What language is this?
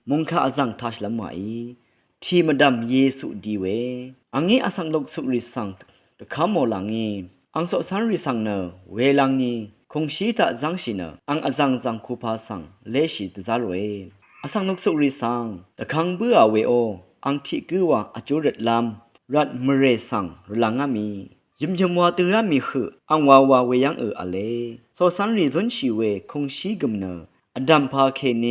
Rawang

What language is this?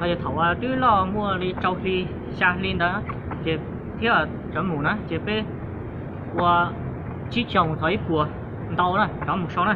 Hmong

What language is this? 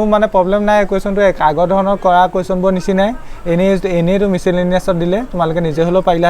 Assamese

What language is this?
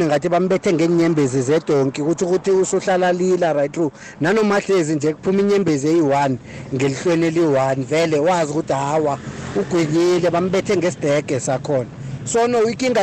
South Ndebele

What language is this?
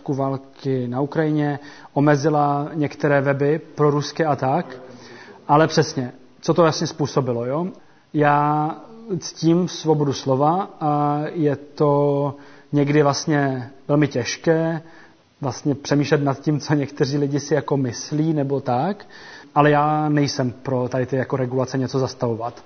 Czech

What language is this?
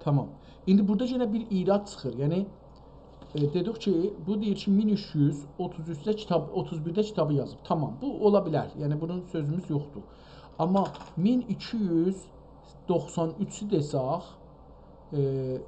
South Azerbaijani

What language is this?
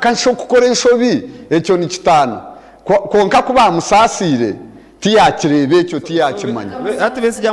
Nyankole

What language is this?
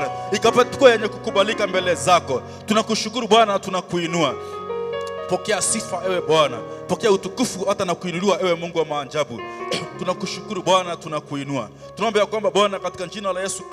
Swahili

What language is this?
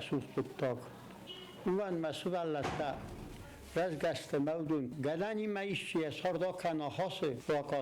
Ossetic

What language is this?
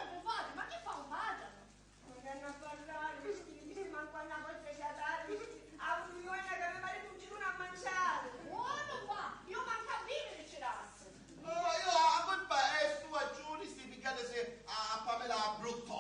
Sicilian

